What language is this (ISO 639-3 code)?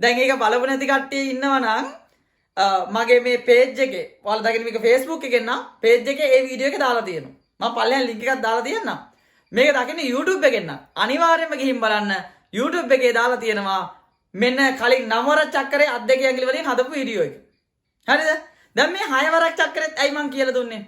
sin